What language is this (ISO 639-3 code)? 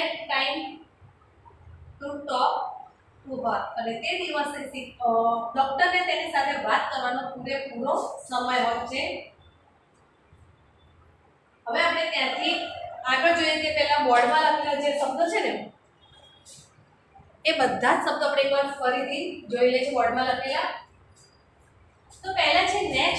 guj